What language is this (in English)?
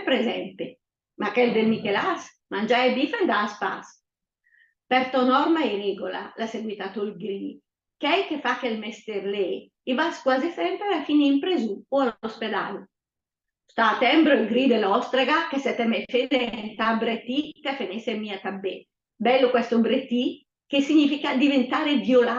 Lombard